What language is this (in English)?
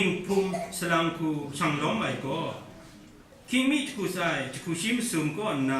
Kachin